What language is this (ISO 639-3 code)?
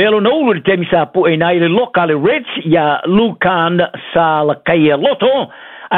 smo